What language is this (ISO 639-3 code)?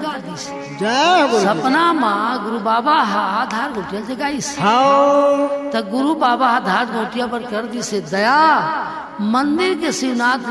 hne